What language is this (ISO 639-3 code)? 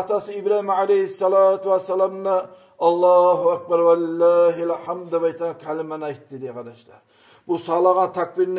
kum